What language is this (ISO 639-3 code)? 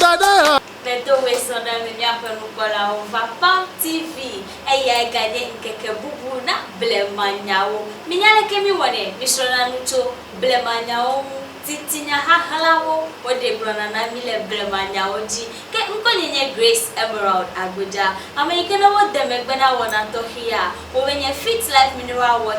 ewe